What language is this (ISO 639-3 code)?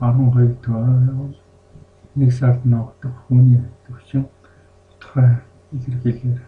mon